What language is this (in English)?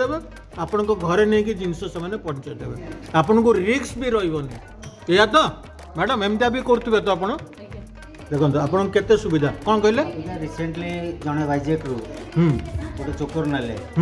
Odia